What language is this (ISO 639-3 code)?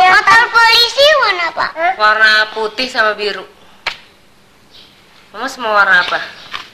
ind